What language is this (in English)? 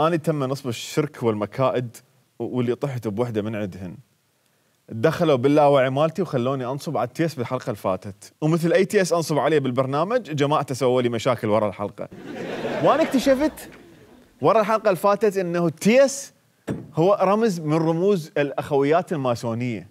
Mesopotamian Arabic